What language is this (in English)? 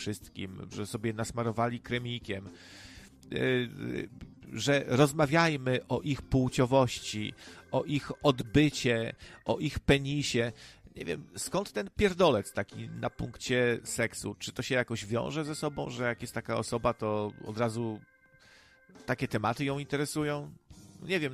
Polish